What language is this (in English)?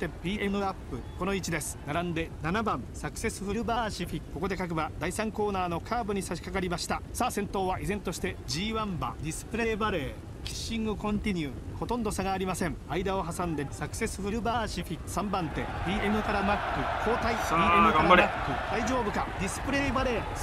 Japanese